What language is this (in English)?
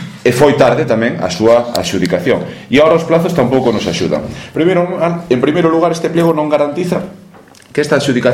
Galician